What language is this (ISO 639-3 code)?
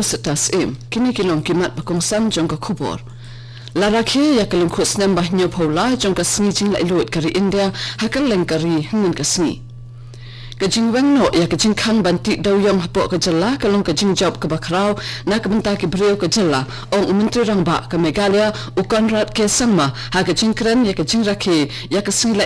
kha